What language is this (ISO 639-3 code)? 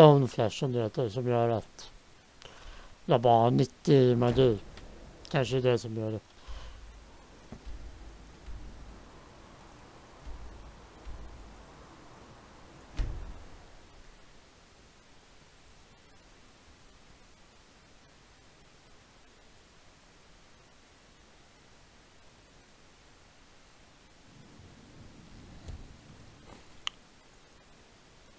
swe